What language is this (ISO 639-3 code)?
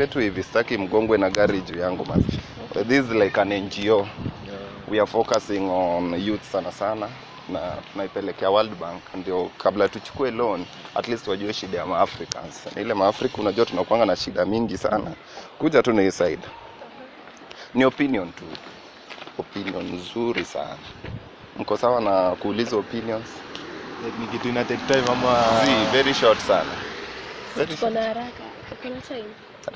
swa